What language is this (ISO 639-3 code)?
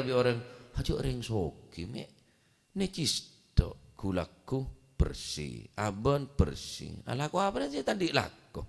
mad